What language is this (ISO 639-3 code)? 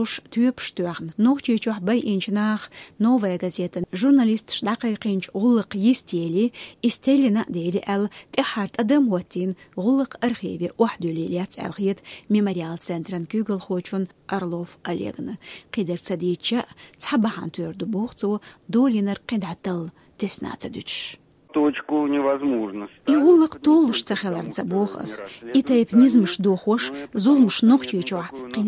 che